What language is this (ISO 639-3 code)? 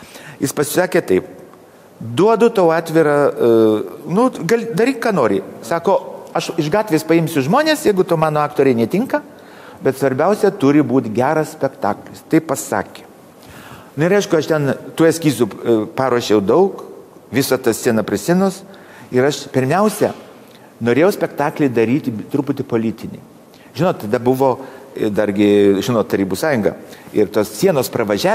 lit